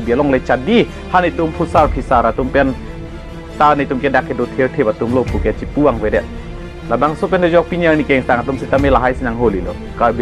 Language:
Karbi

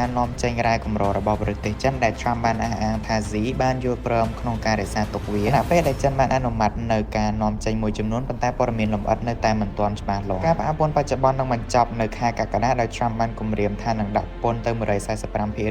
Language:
Khmer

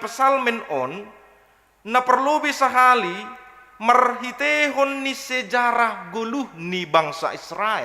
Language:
Batak Simalungun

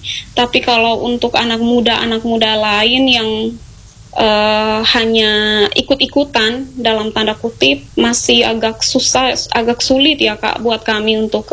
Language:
Indonesian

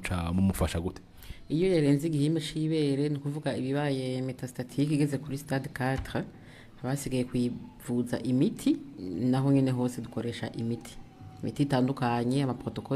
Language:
Rundi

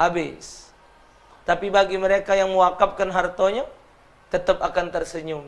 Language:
Musi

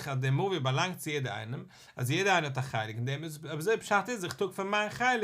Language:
Yiddish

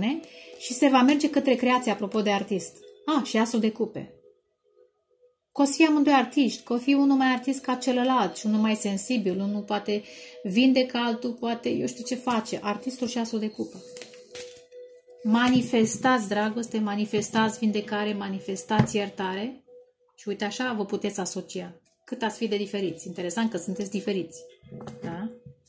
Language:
Romanian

